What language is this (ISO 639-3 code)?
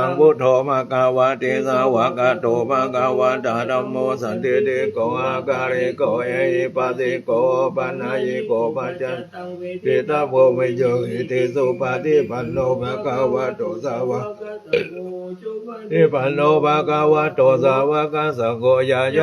pli